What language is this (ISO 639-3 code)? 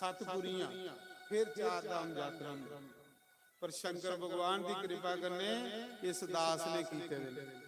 doi